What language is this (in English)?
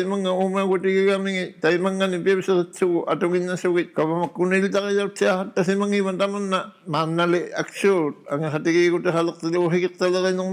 Inuktitut